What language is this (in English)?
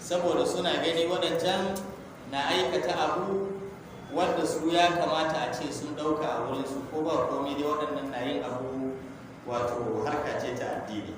Hausa